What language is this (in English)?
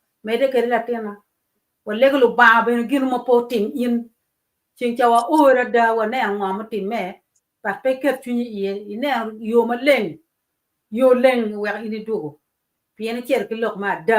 Acoli